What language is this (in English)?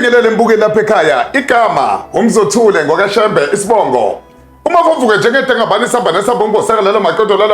Zulu